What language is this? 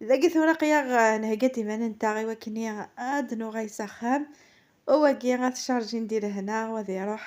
Kabyle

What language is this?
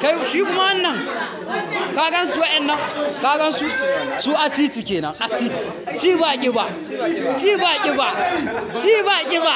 Hausa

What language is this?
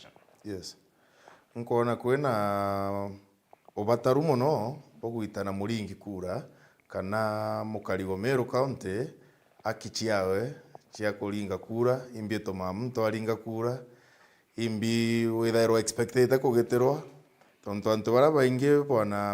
Meru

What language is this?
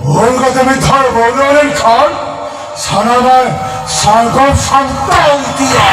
Santali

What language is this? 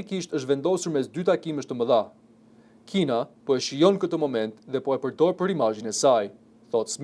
Albanian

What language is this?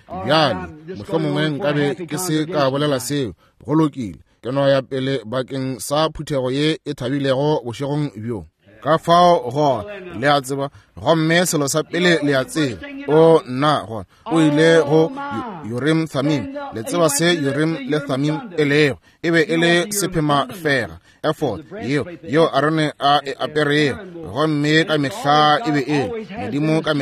Northern Sotho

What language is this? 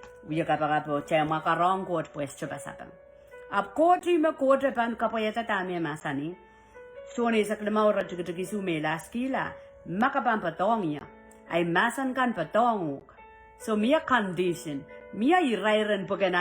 Pohnpeian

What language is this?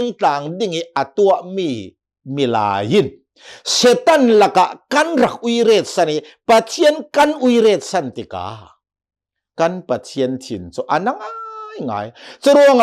Hakha Chin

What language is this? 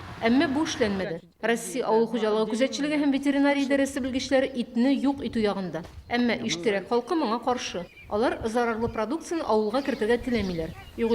Tatar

